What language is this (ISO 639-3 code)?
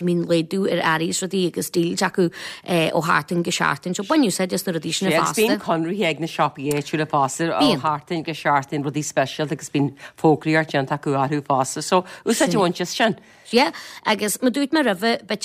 gle